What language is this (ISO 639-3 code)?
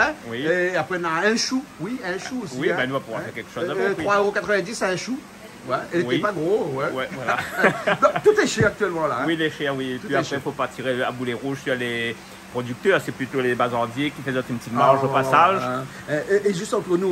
rcf